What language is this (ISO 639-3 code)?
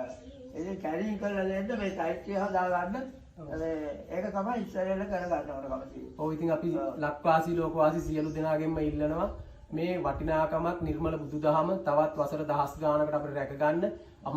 sin